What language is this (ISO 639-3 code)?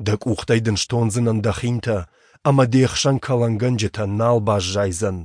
oss